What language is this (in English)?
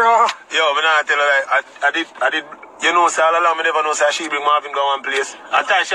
Jamaican Creole English